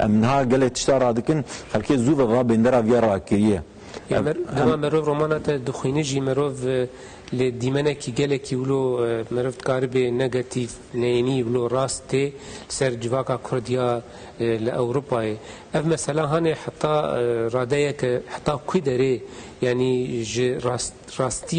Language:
Kurdish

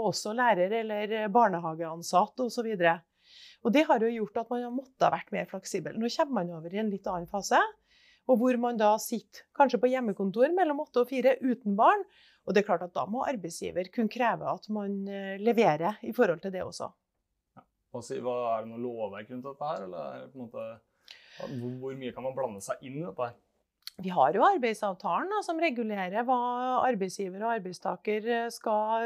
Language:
Norwegian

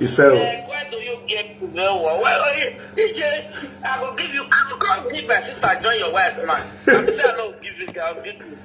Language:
Nigerian Pidgin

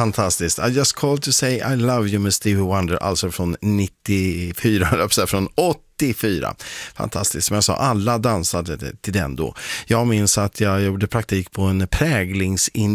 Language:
Swedish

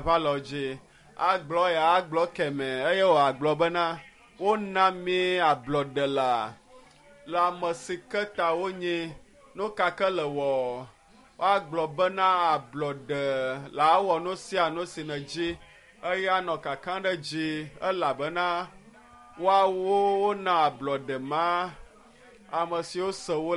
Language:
Ewe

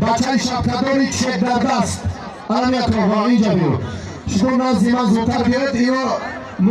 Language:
Tajik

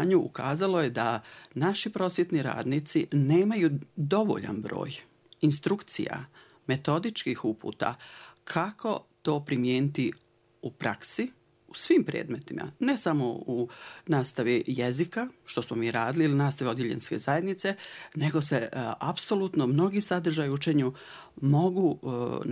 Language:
Bosnian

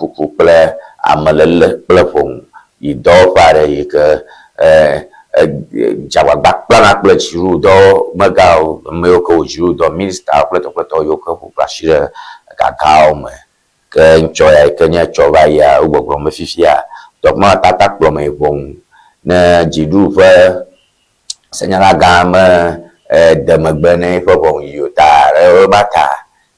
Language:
Ewe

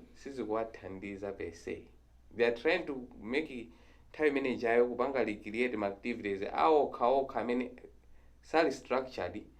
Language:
Nyanja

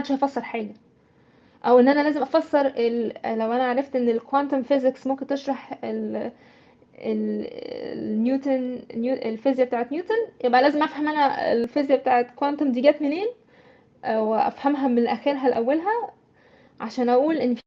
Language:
Egyptian Arabic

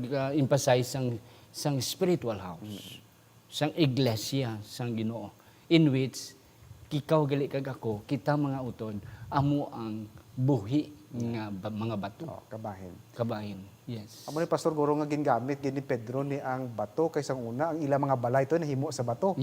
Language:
Hiligaynon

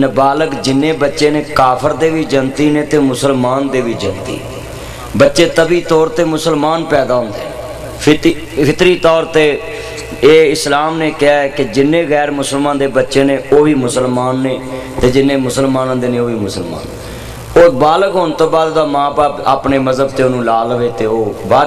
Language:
Western Panjabi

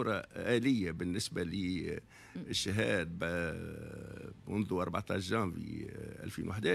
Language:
Tunisian Arabic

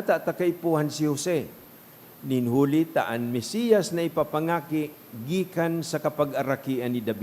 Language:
Bikol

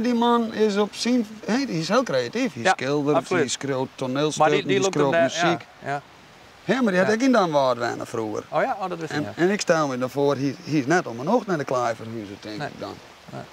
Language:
Western Frisian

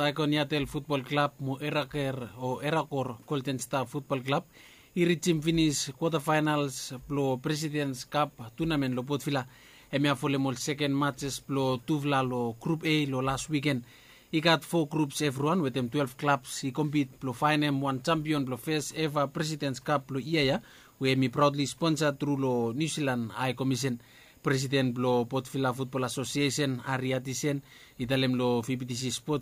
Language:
Bislama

